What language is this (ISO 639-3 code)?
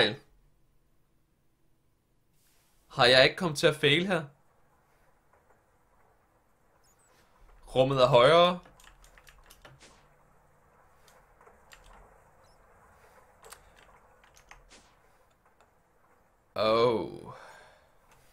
dan